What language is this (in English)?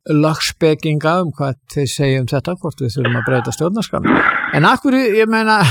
Icelandic